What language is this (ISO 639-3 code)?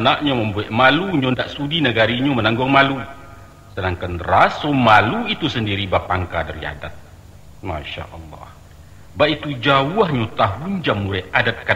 min